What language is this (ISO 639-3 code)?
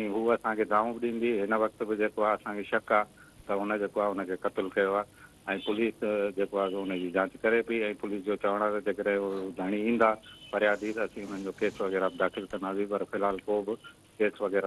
snd